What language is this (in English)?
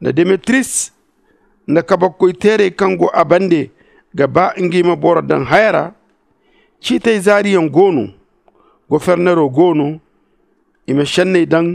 Zarma